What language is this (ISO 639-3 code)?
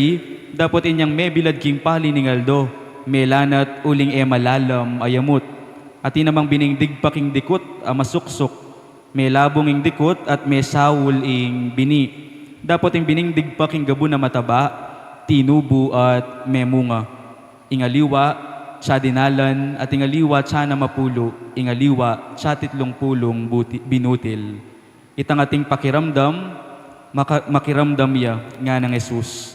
pam